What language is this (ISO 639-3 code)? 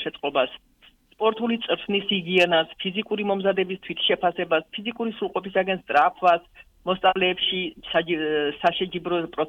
kat